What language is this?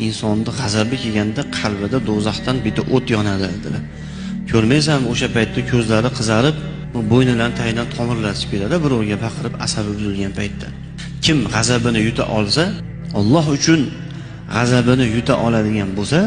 Uzbek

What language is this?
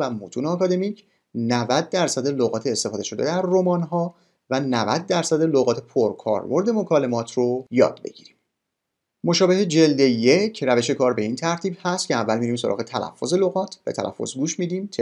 Persian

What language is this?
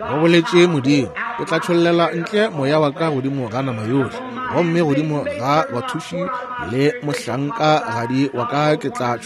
Northern Sotho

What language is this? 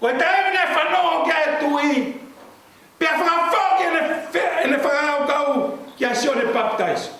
Tongan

